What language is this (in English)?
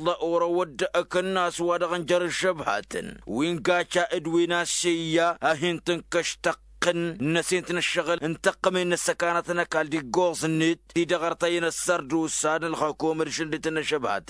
Tamasheq